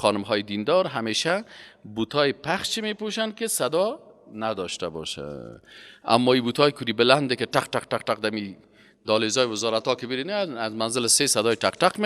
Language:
Persian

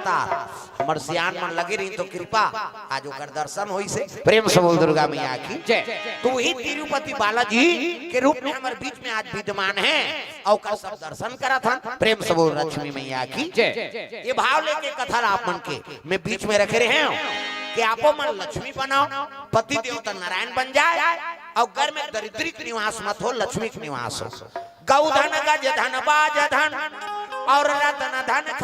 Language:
Chhattisgarhi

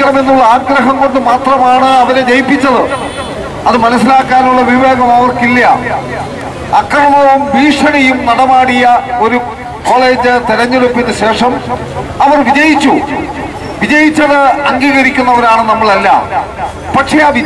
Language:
Malayalam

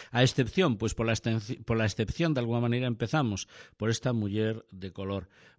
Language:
Galician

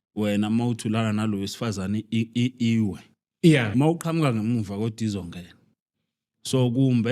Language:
Zulu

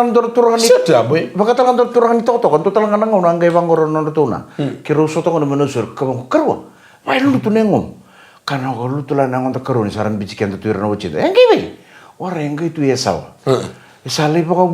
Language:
Fijian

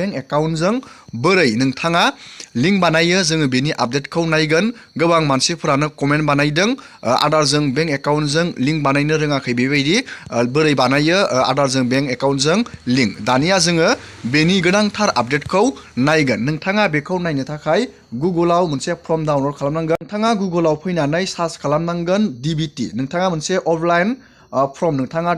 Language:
Bodo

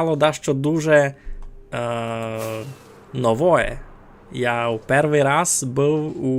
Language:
Rusyn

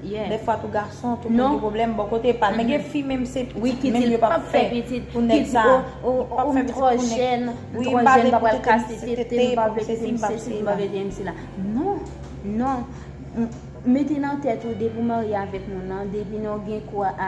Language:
Haitian Creole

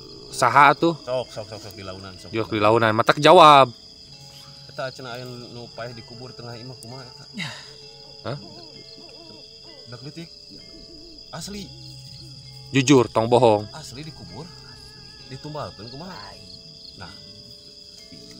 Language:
Sundanese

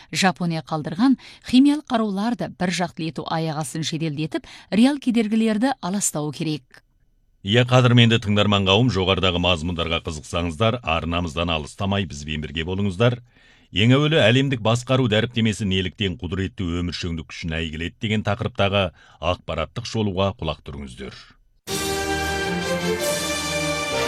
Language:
Kazakh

